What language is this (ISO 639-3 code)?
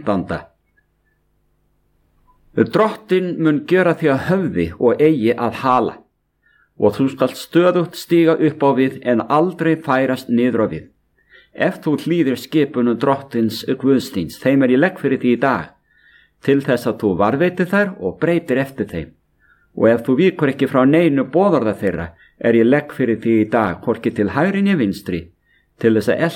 isl